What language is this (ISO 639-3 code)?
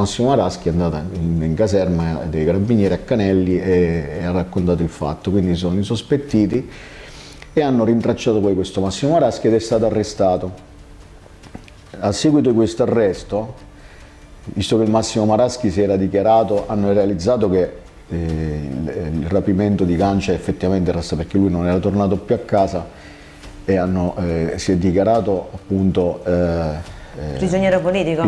ita